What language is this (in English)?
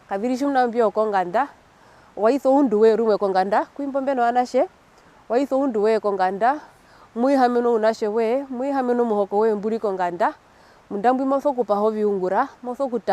Herero